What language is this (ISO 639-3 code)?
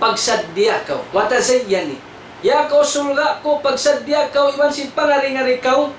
tsg